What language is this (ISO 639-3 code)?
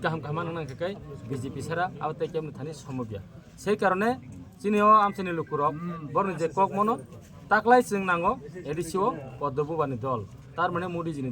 trp